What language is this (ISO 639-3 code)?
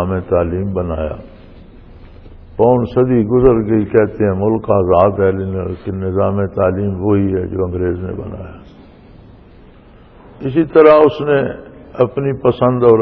urd